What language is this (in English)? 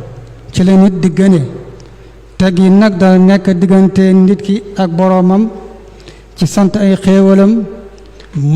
Wolof